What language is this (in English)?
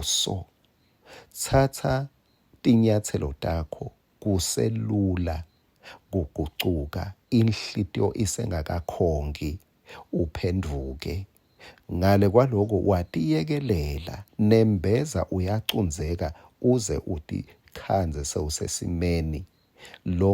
Swati